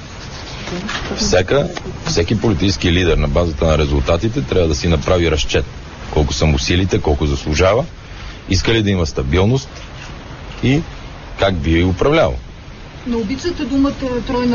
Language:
Bulgarian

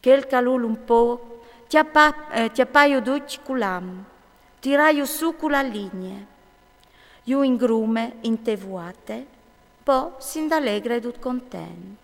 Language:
Friulian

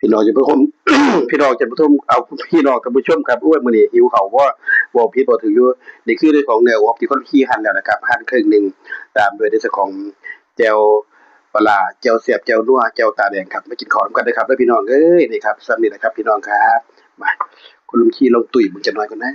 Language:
Northeastern Thai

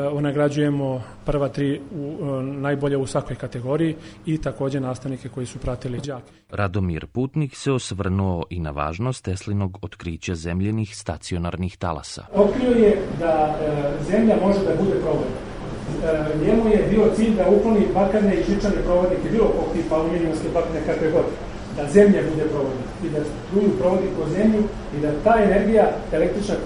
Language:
Serbian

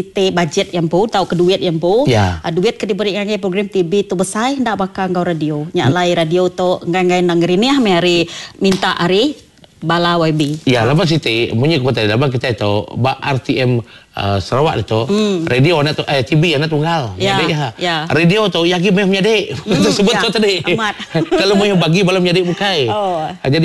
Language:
Iban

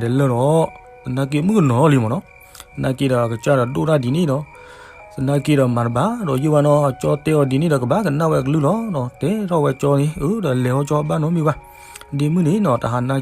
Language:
S'gaw Karen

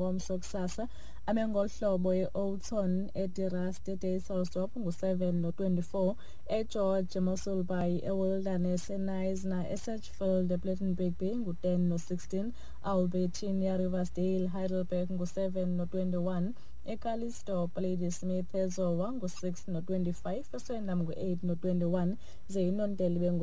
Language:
Xhosa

